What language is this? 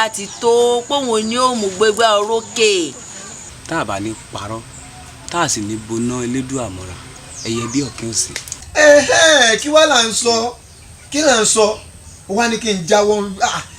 Yoruba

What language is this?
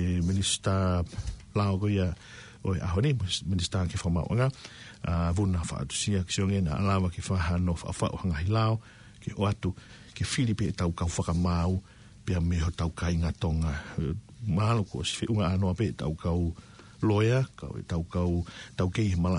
Tongan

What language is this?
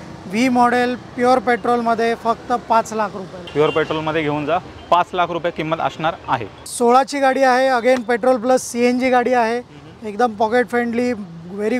Marathi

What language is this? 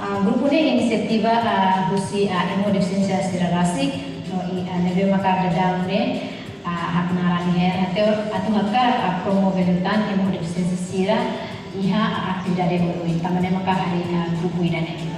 Tetum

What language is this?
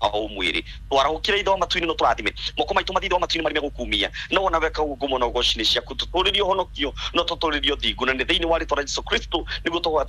Kikuyu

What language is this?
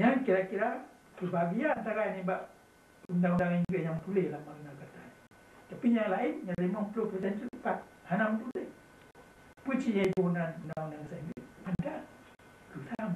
Achinese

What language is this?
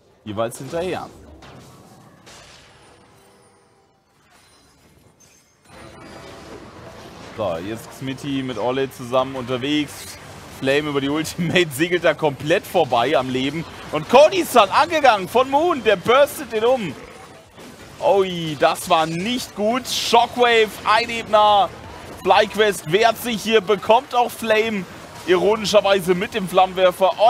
German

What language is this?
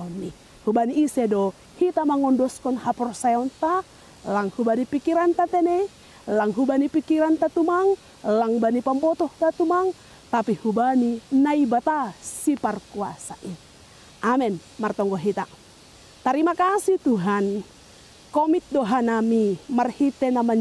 Batak Simalungun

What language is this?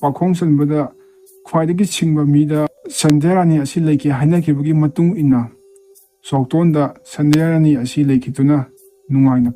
Manipuri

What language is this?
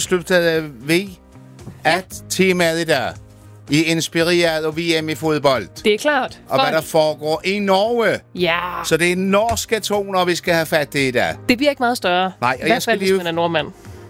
Danish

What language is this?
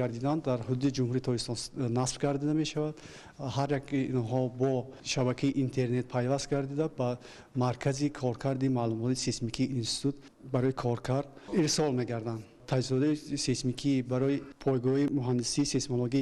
Tajik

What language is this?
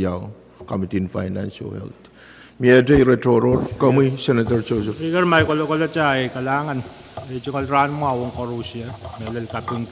Pohnpeian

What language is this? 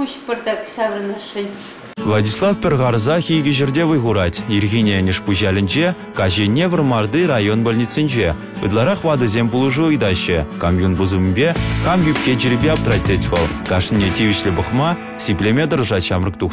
Chuvash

